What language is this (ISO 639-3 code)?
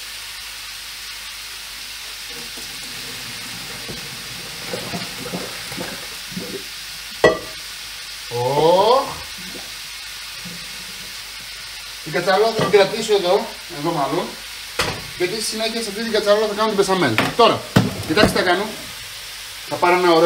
ell